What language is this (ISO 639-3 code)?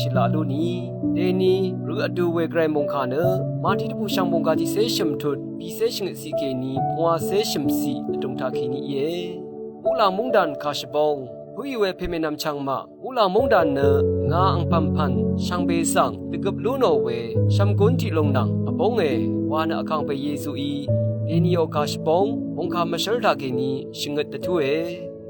raw